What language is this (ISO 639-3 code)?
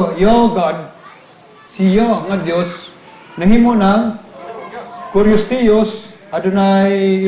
ceb